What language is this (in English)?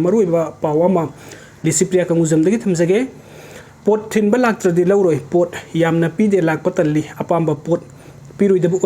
Manipuri